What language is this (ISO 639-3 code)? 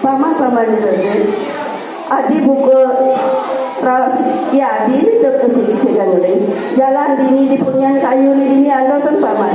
ban